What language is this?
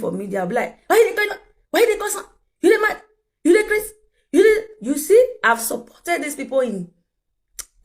Nigerian Pidgin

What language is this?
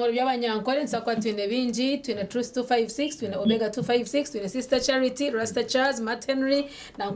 Nyankole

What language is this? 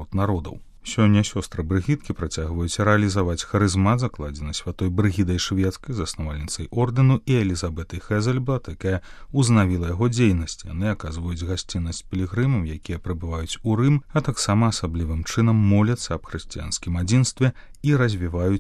Belarusian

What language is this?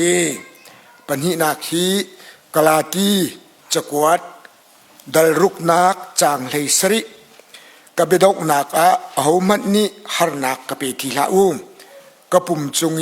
Hakha Chin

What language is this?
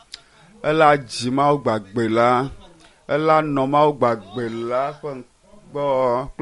Ewe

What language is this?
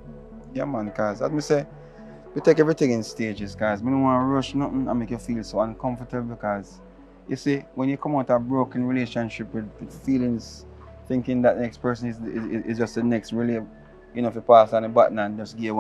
Jamaican Creole English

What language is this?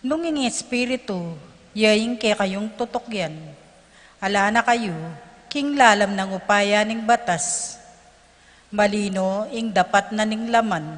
Pampanga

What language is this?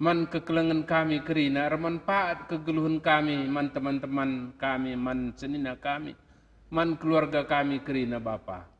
Batak Karo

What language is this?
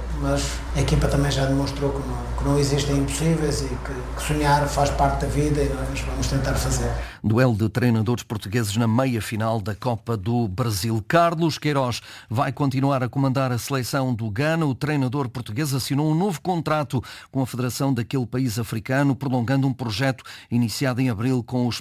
Portuguese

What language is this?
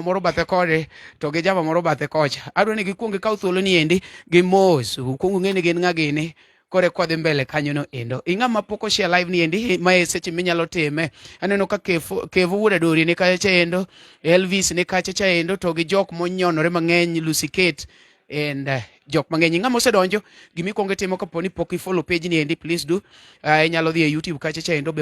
Luo (Kenya and Tanzania)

